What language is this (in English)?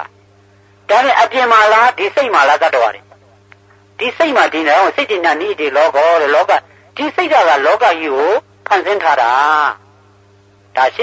Burmese